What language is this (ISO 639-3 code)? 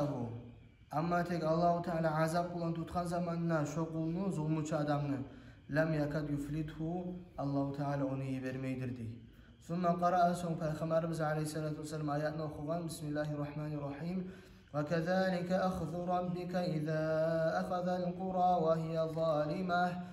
kum